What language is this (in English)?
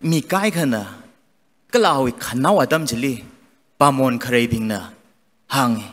Tangkhul Naga (India)